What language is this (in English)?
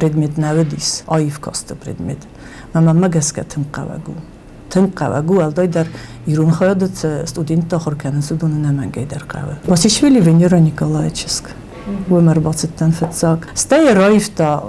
Ossetic